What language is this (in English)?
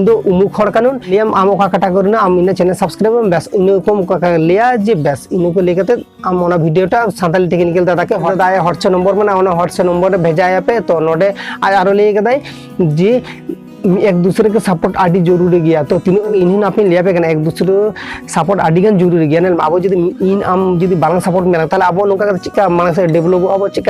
Santali